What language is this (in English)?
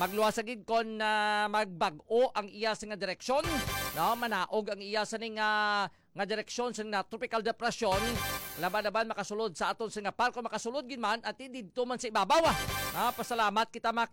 Hiligaynon